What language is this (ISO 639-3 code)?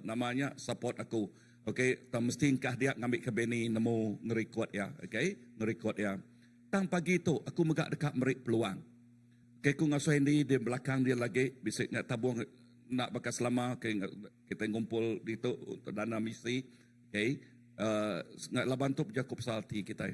iba